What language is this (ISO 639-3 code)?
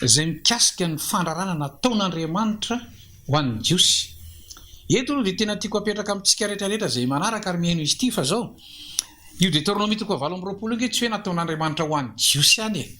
mlg